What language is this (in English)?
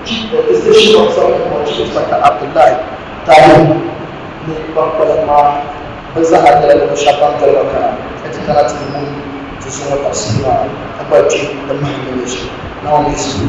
Dagbani